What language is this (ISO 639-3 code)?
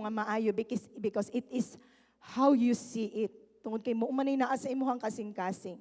ceb